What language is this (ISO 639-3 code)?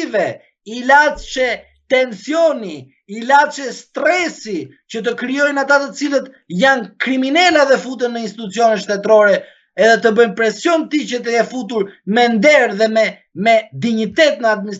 sqi